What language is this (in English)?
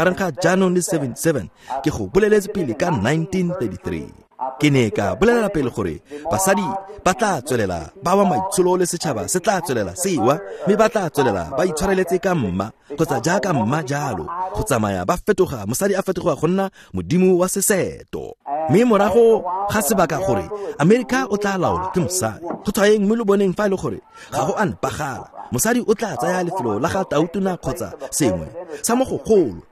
Tswana